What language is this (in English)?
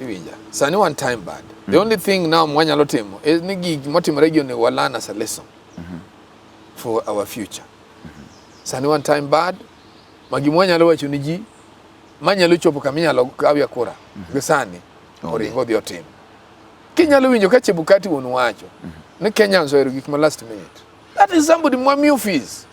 Luo (Kenya and Tanzania)